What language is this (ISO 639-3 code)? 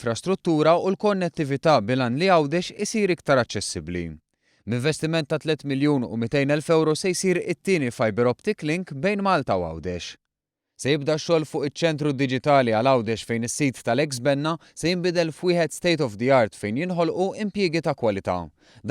mlt